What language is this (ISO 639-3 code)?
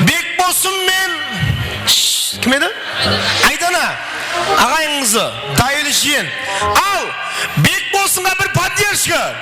kaa